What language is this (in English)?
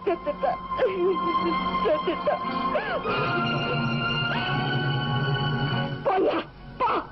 Tamil